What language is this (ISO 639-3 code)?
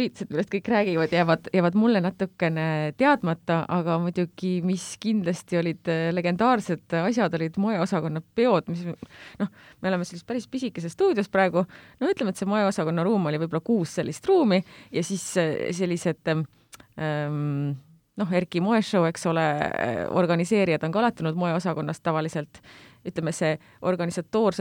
est